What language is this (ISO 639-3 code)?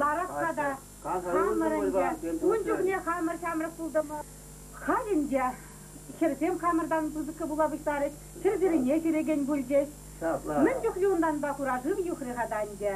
chv